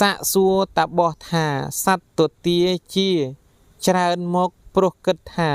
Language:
Khmer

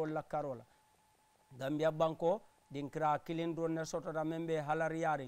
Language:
Mandingo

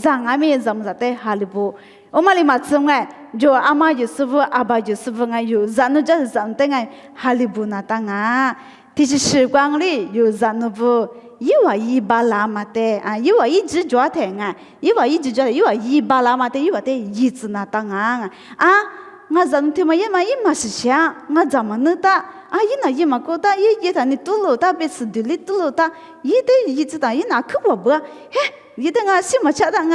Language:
Lisu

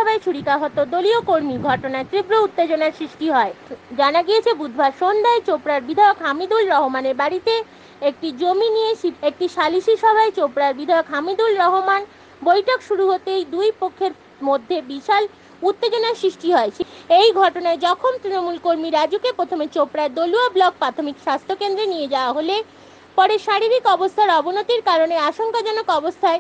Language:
Bangla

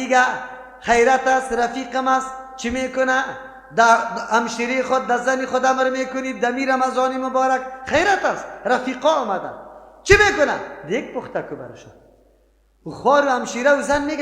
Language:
Persian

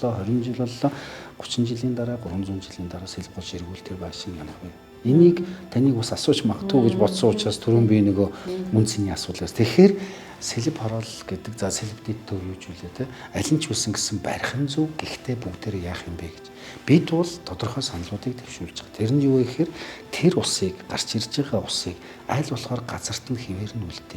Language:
Mongolian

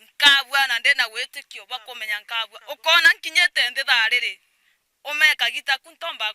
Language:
Meru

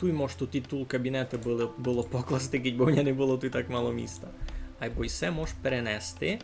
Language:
Rusyn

